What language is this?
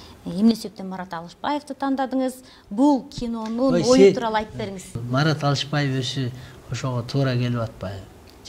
Kyrgyz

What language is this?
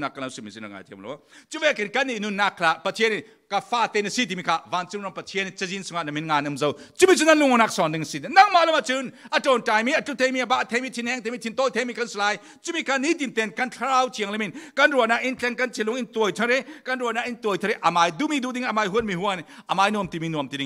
Falam Chin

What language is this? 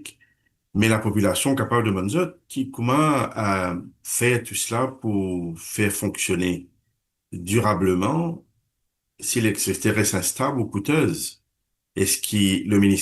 Morisyen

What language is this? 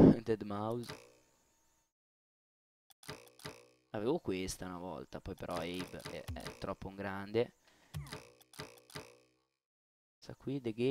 Italian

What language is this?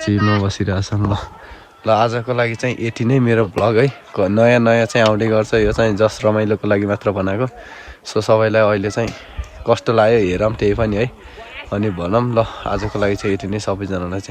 Nepali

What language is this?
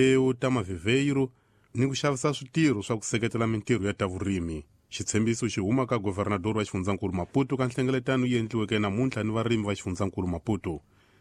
Tsonga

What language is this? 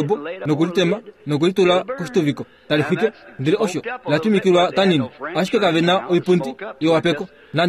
Kuanyama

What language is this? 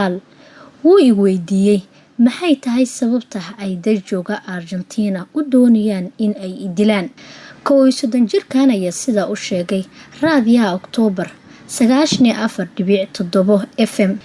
Somali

